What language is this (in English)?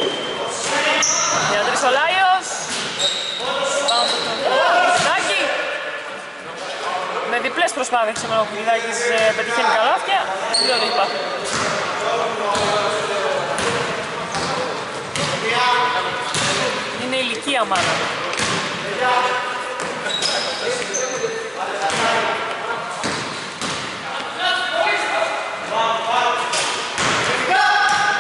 Greek